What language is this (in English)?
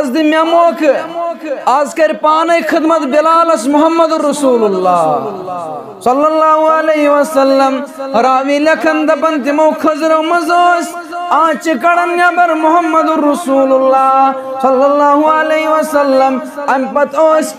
Kashmiri